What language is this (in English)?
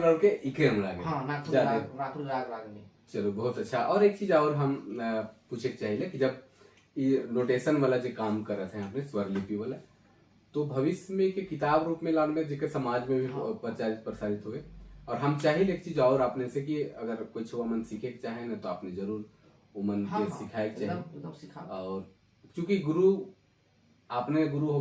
Sadri